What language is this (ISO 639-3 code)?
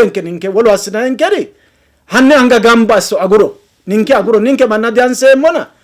sid